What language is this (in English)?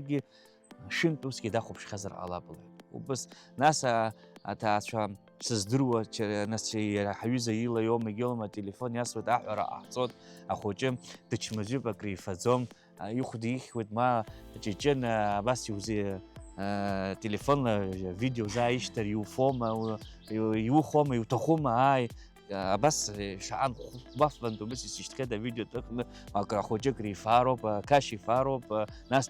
Abkhazian